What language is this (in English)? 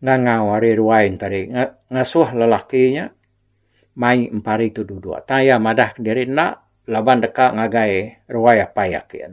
Iban